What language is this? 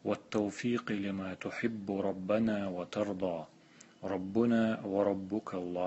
Chechen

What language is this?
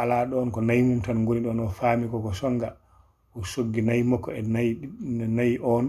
Fula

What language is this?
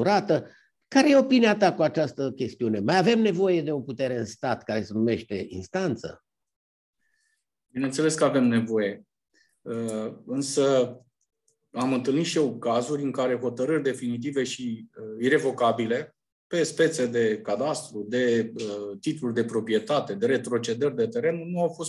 Romanian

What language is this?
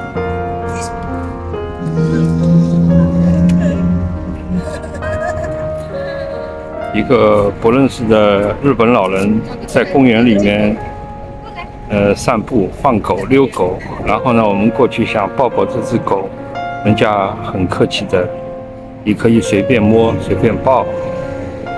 Chinese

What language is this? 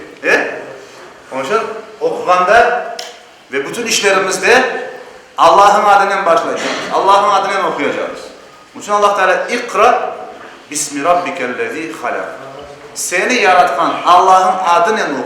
Crimean Tatar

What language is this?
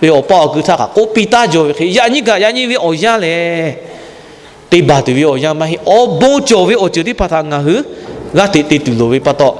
Lahu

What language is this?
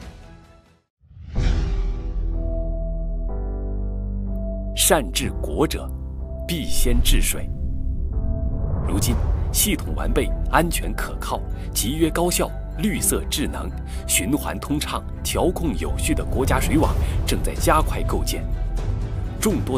Chinese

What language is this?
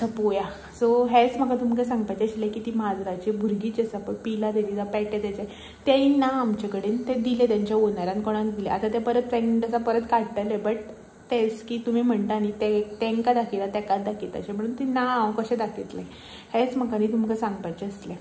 Konkani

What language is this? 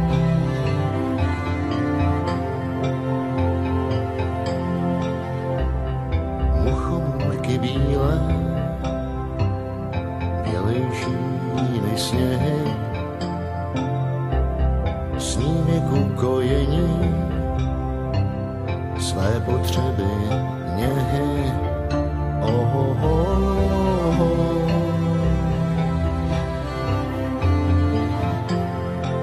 Czech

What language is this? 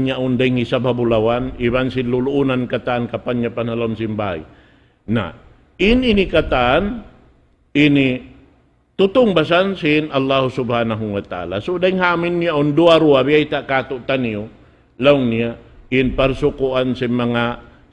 Tausug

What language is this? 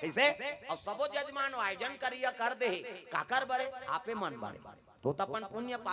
Chhattisgarhi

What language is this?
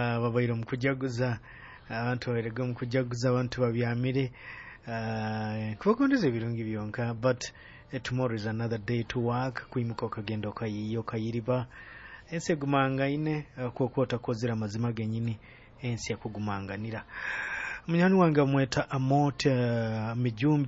Nyoro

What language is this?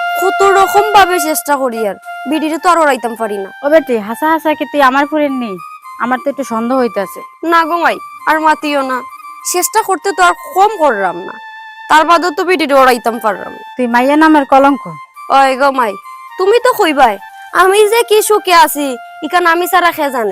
Sylheti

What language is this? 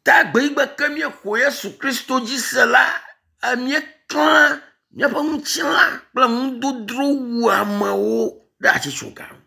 Ewe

